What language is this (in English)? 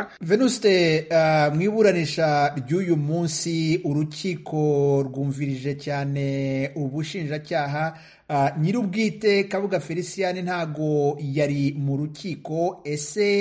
Kinyarwanda